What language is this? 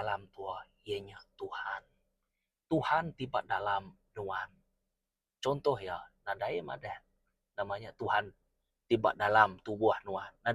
Iban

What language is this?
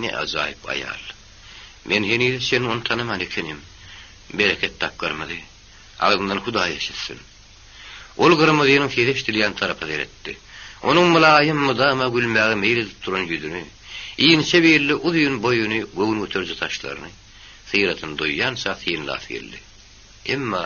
Turkmen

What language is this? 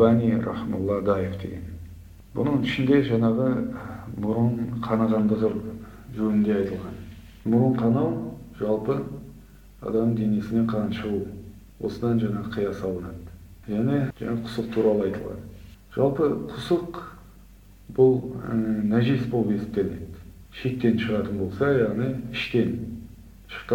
Kazakh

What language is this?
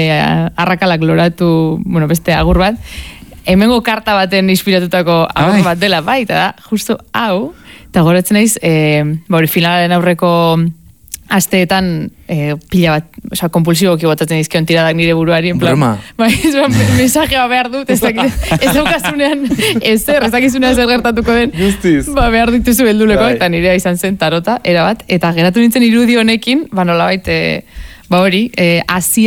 Basque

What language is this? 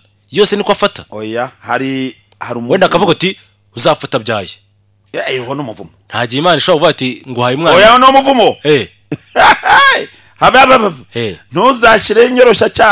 Kinyarwanda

